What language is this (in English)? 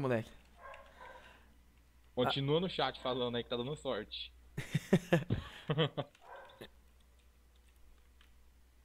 Portuguese